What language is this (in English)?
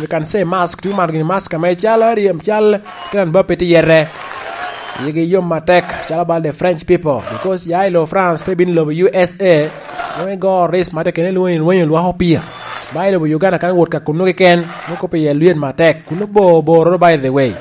Lango (Uganda)